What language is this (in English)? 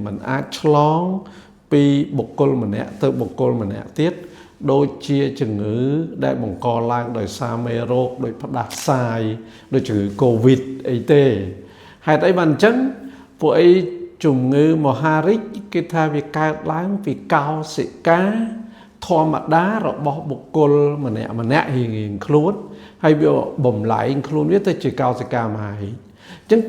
Khmer